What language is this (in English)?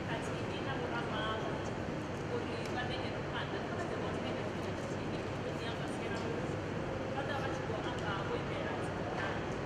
Venda